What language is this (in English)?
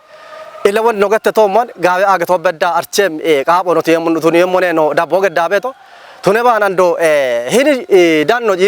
Kafa